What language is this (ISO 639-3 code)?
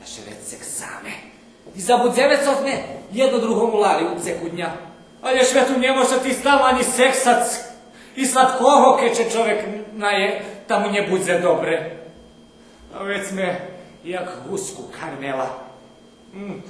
rue